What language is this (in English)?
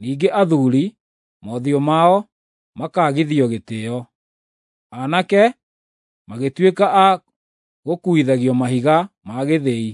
Kikuyu